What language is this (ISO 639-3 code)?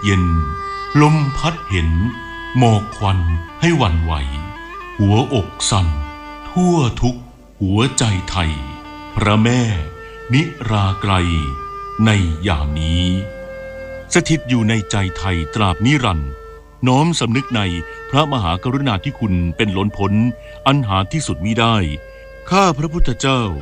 tha